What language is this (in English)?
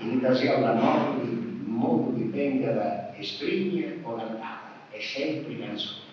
Sardinian